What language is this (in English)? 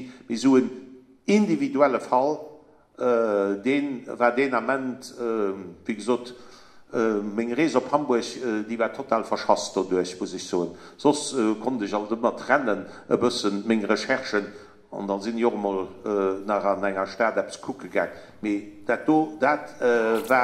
Luxembourgish